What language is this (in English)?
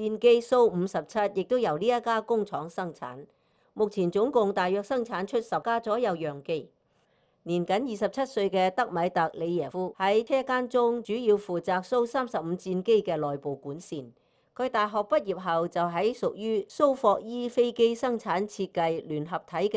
Cantonese